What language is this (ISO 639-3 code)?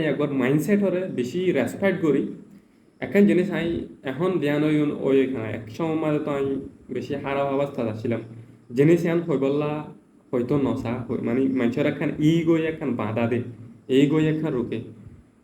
rhg